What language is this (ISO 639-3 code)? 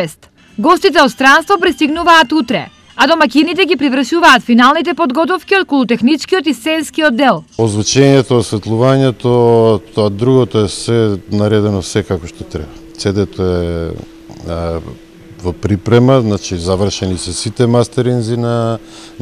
mkd